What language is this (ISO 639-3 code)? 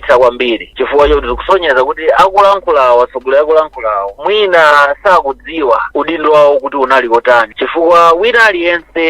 nya